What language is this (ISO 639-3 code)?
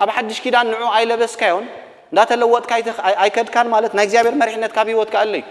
tir